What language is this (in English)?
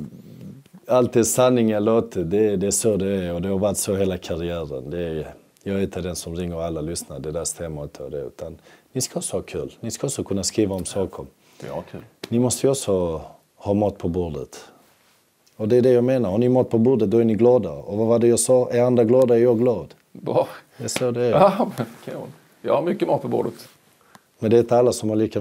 Swedish